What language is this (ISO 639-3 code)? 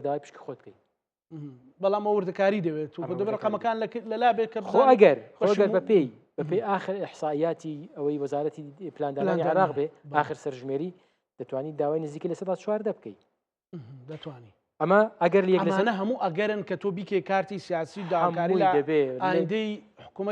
ckb